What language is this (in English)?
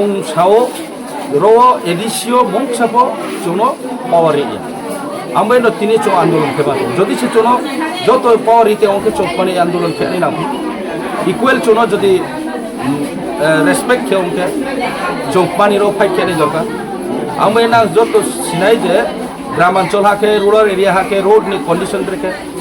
Riang (India)